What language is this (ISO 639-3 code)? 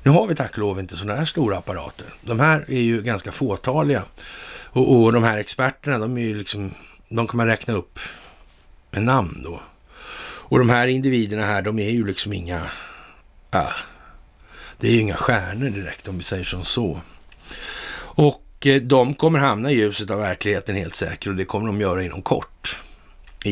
swe